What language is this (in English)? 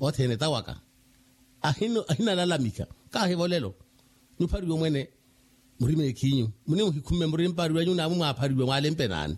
Makhuwa